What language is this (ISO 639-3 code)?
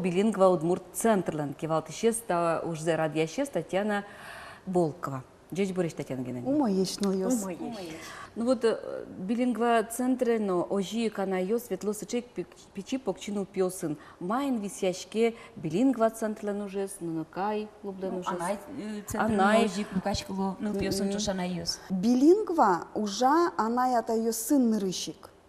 udm